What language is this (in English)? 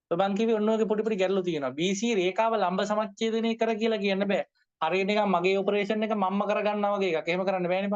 Sinhala